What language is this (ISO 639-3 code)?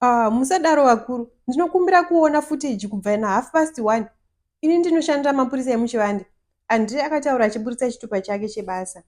sna